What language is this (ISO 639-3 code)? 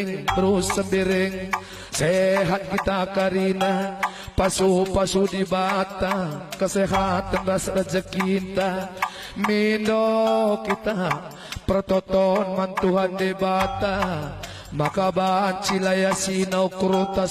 btx